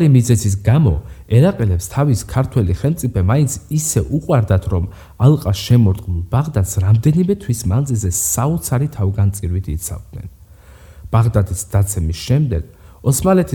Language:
Georgian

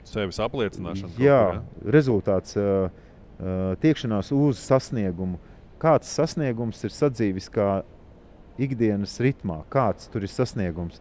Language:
Latvian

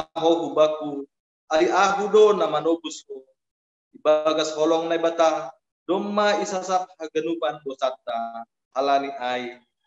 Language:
Batak Simalungun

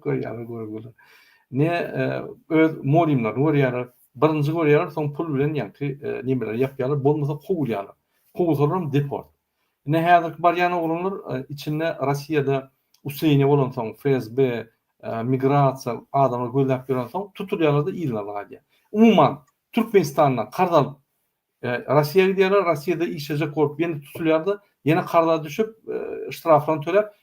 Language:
Turkmen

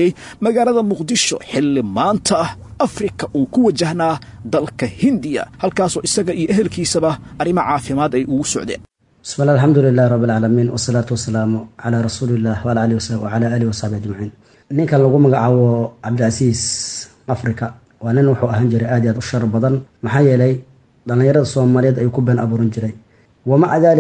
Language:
Somali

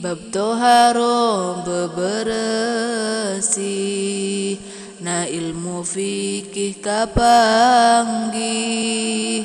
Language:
Sundanese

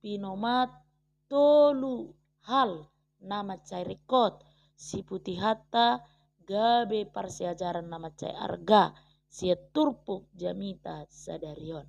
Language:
Batak Toba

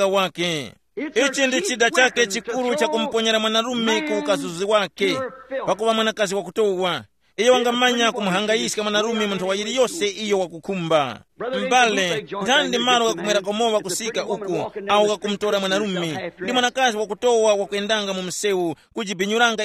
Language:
Tumbuka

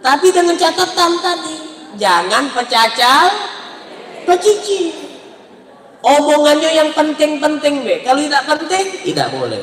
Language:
Musi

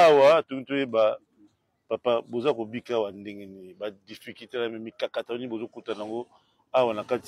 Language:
Lingala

